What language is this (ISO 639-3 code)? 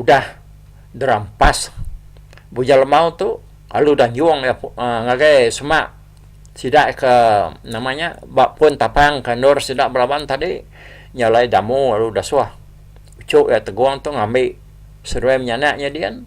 iba